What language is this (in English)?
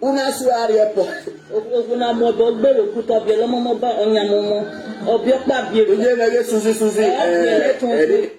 Nigerian Pidgin